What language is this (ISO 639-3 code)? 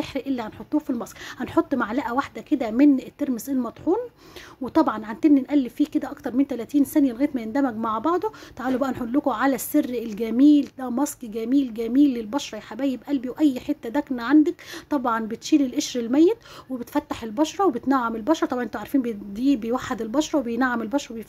arz